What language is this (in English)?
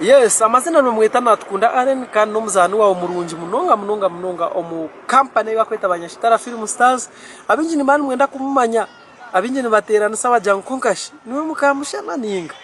Nyankole